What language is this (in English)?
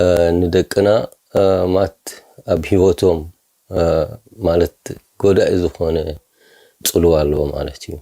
Tigrinya